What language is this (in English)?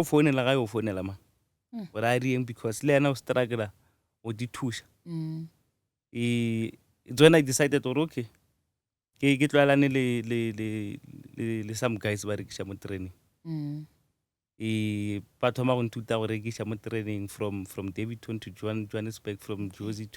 Northern Sotho